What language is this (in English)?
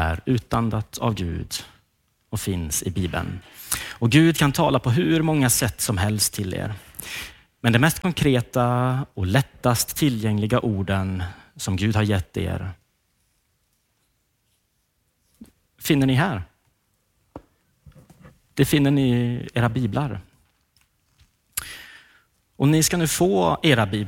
Swedish